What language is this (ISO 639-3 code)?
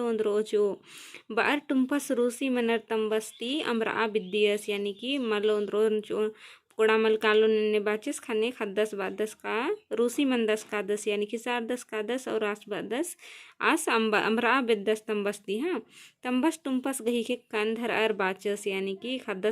kru